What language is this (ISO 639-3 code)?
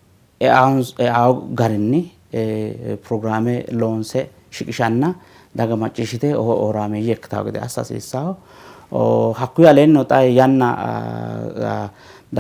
sid